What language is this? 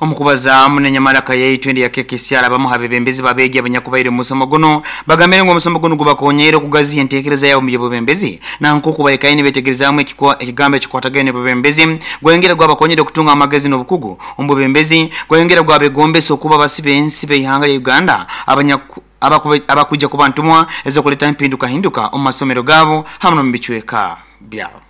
Nyoro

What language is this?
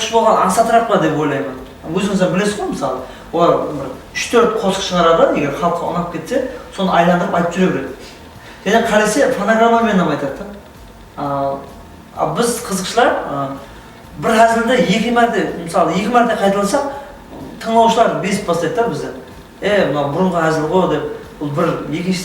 Kara-Kalpak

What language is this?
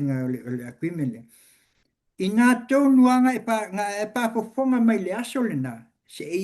Samoan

